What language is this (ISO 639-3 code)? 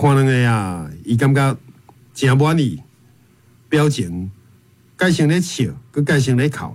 nan